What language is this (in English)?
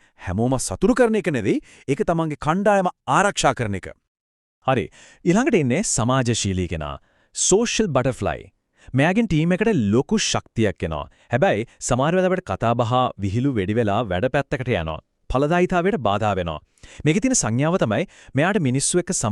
Sinhala